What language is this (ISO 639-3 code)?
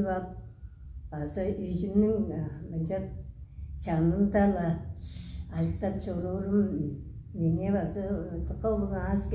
tyv